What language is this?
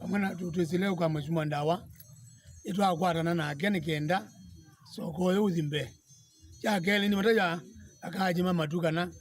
Kamba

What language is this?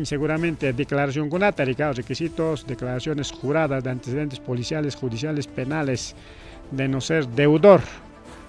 Ayacucho Quechua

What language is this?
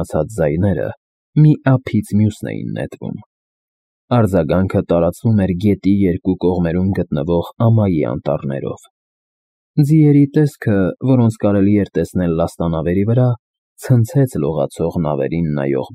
Armenian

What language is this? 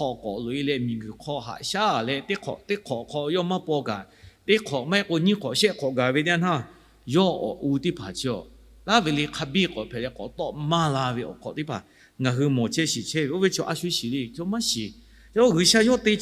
Lahu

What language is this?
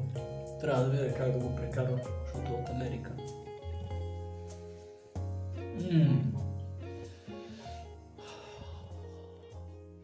Bulgarian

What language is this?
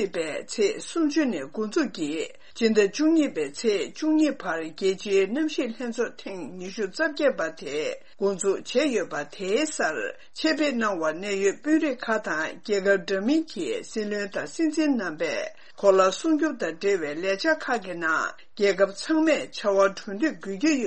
Tibetan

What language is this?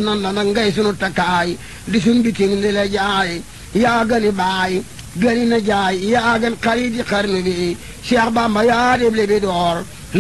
Wolof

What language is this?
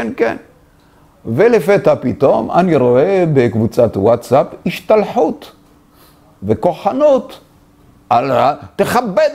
Hebrew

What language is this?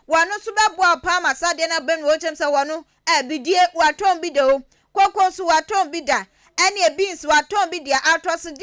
Akan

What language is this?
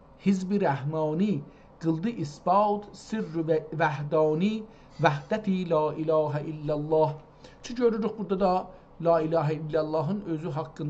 South Azerbaijani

